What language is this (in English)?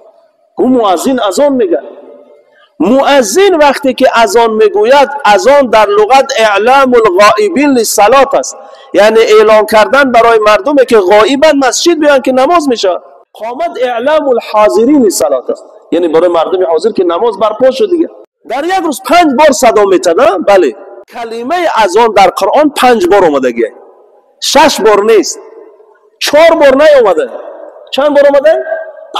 Tajik